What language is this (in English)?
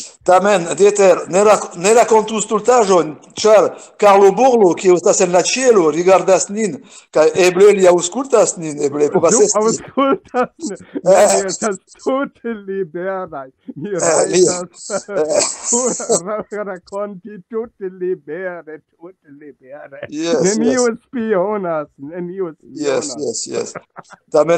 Esperanto